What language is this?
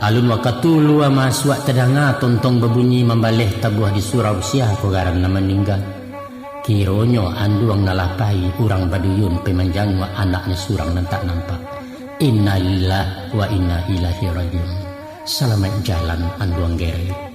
Minangkabau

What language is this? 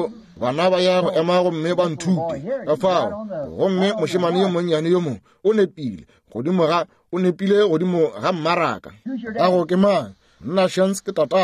Northern Sotho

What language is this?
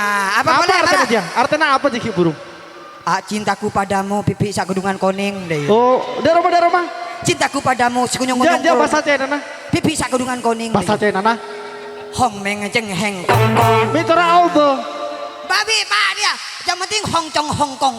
Madurese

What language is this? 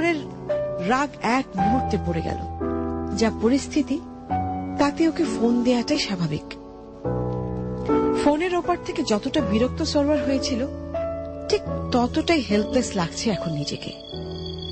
Bangla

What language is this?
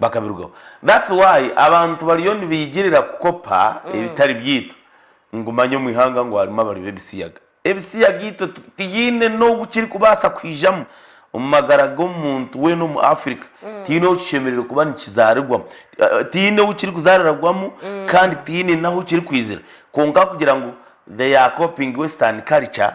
Nyankole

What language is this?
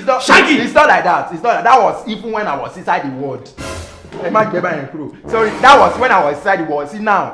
Nigerian Pidgin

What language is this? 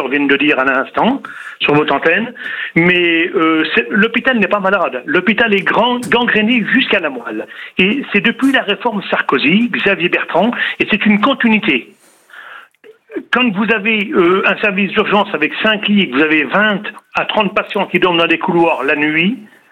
French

